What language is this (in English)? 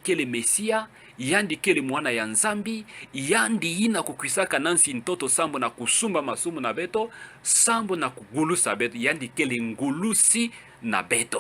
Kituba (Democratic Republic of Congo)